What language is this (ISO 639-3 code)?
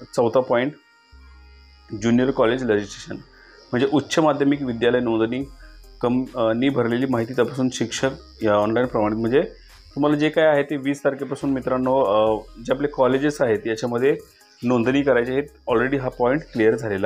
mar